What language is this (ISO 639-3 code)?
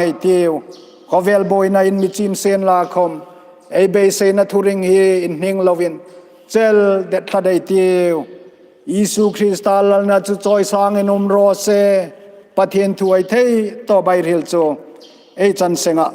hmr